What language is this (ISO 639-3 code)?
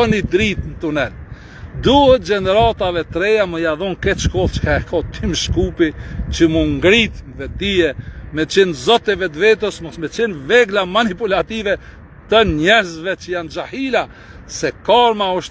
sqi